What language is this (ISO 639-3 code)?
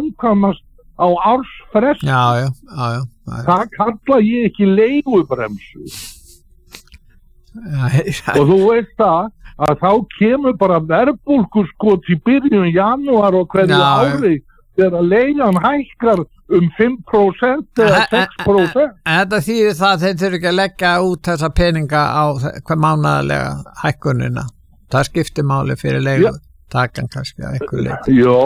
isl